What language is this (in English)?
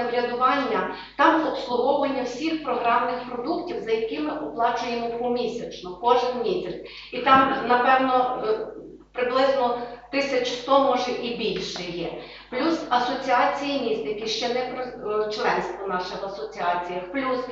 Ukrainian